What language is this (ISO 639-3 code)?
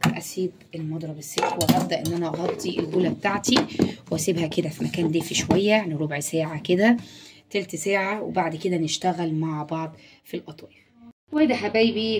arz